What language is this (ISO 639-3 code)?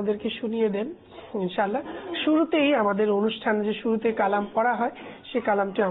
ben